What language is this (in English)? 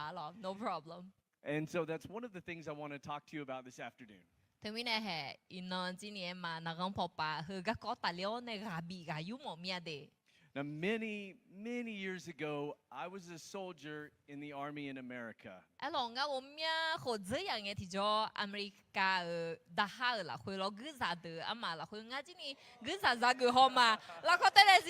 Akha